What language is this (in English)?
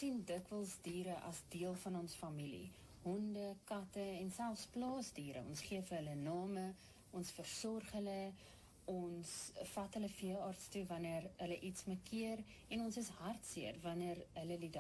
Afrikaans